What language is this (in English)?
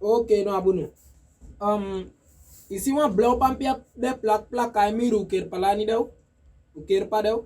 Saramaccan